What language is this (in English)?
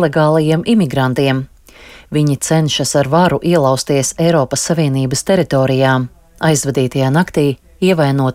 Latvian